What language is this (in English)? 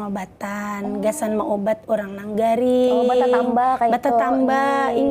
Banjar